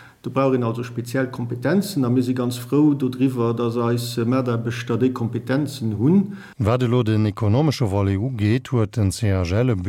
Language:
Luxembourgish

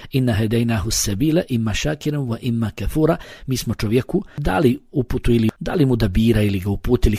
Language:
Bosnian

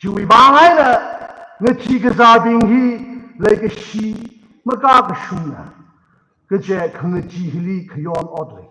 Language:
Tangkhul Naga (India)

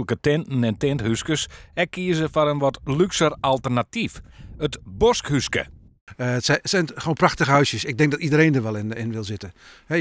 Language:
Western Frisian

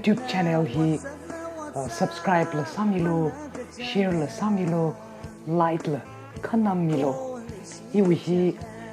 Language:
Tangkhul Naga (India)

